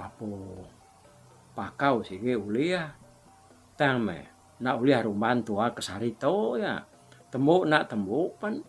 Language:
Iban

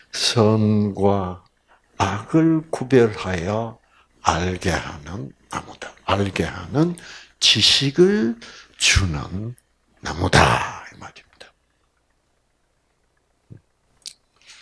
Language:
Korean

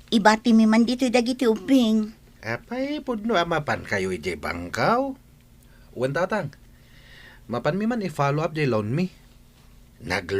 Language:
Iloko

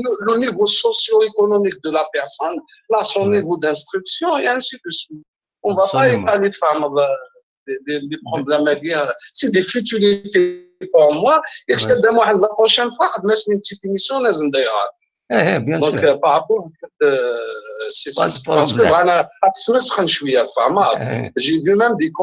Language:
Algerian Arabic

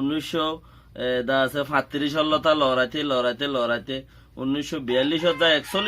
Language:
Rohingya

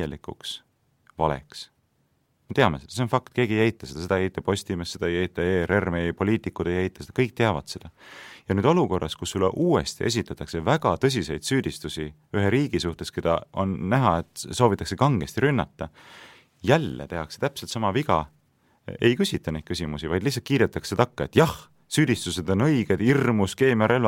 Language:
Estonian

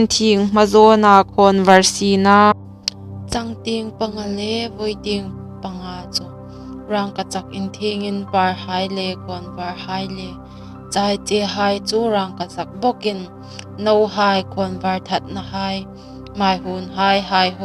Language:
Hmar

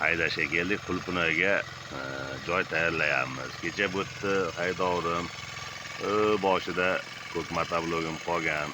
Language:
Uzbek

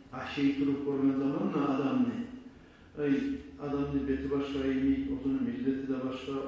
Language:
Kumyk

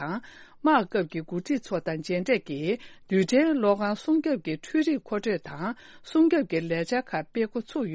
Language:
Tibetan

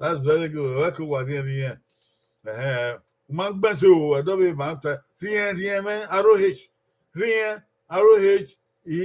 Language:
Bini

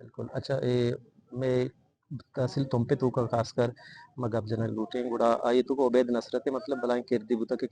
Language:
Eastern Balochi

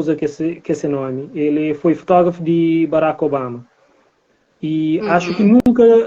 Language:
Kabuverdianu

